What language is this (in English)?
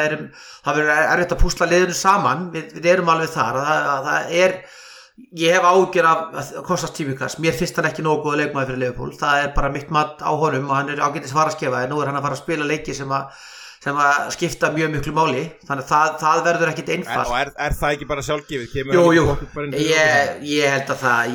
Icelandic